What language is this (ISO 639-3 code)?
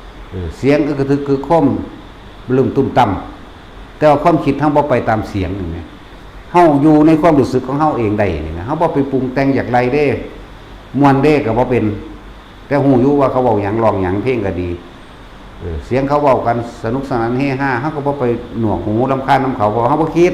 lao